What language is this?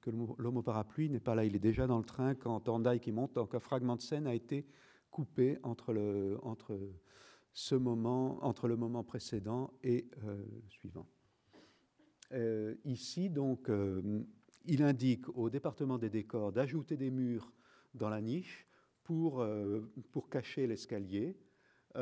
French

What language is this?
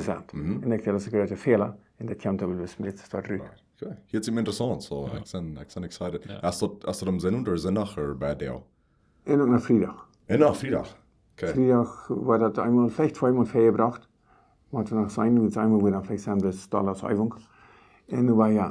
Plautdietsch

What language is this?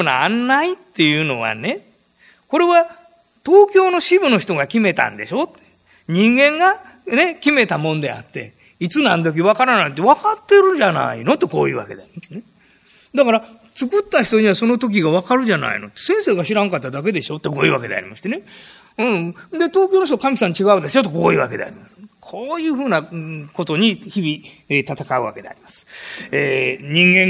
Japanese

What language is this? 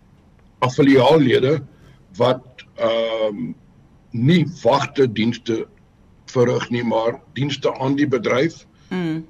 Afrikaans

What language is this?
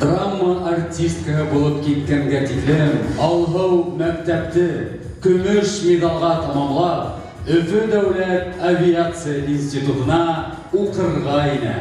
Bashkir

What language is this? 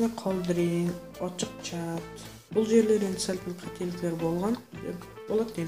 Kara-Kalpak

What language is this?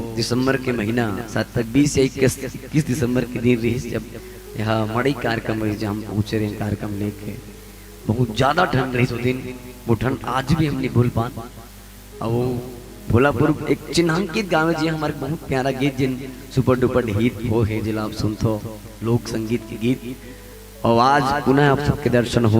Chhattisgarhi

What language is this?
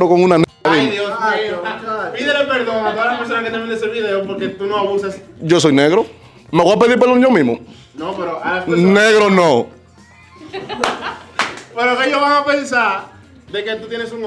Spanish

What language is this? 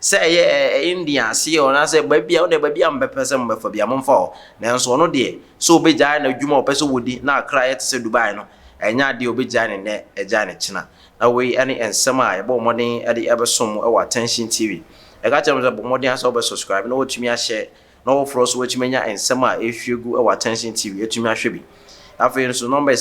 Akan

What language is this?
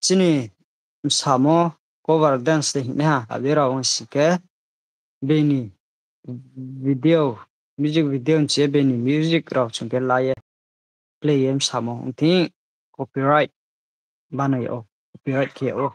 Riang (India)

